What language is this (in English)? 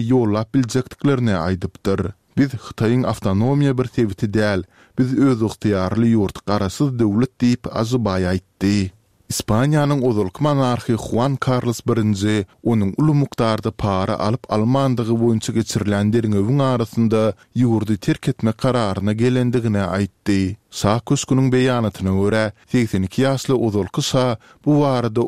Turkmen